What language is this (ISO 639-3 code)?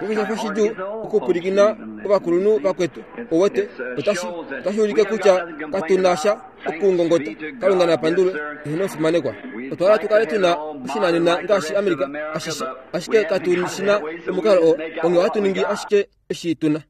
kua